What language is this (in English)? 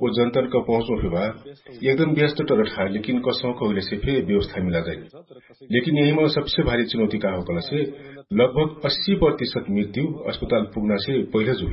Dangaura Tharu